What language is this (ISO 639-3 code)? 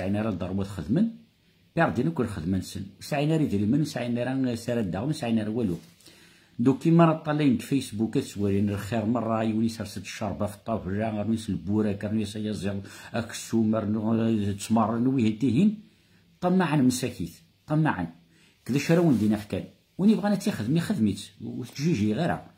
kab